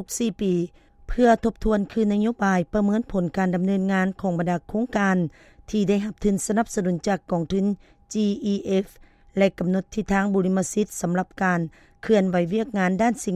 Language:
Lao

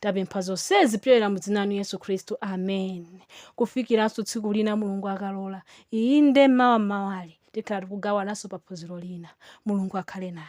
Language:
Nyanja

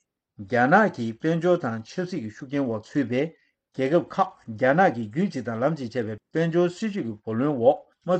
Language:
Tibetan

